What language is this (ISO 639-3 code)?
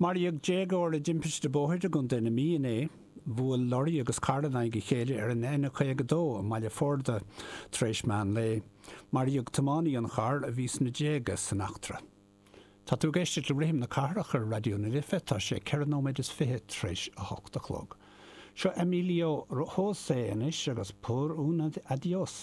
gle